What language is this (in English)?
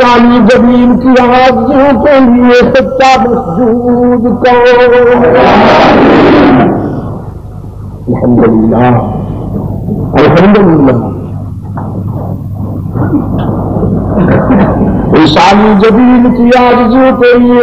Urdu